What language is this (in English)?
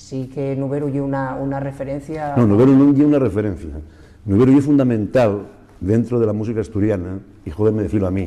Asturian